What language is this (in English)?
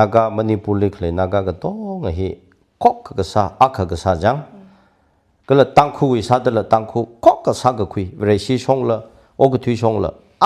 Tangkhul Naga (India)